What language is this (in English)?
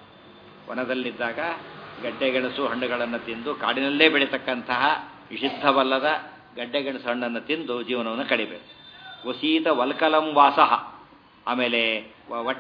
Kannada